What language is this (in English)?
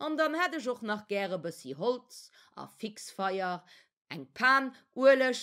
Luxembourgish